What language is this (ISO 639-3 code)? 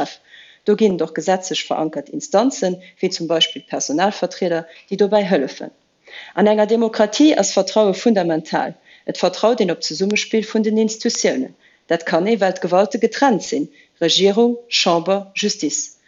ltz